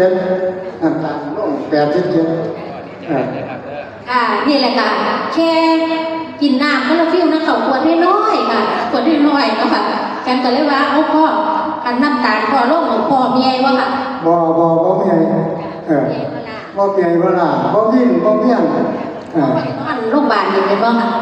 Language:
Northeastern Thai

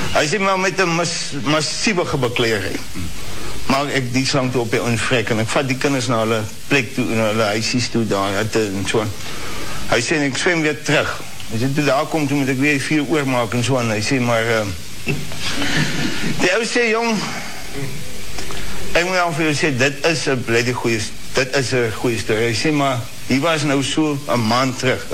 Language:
Afrikaans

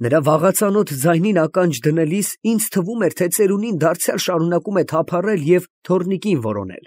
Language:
Armenian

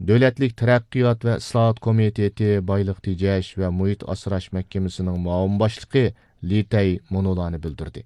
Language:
Uyghur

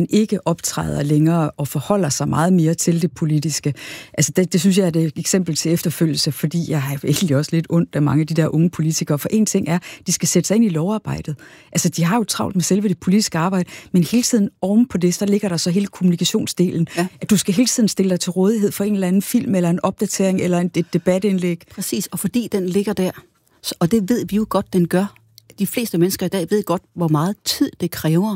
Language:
Danish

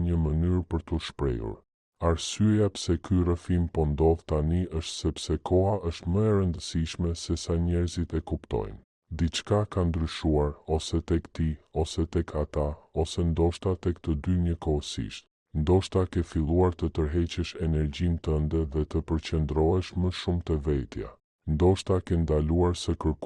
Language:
Albanian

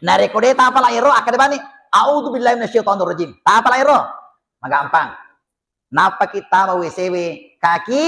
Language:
Buginese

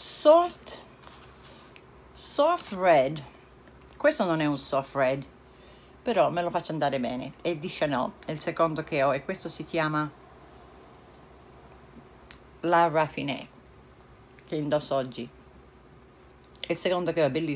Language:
Italian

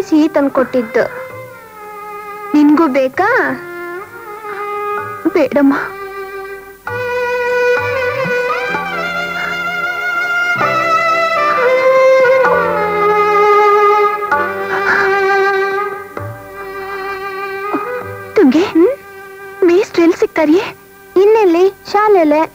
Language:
Kannada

